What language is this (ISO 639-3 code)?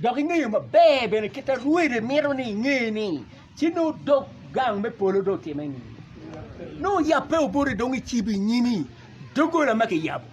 ach